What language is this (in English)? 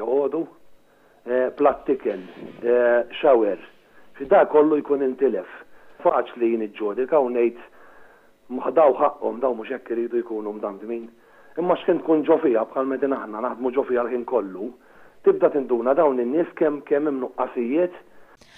Maltese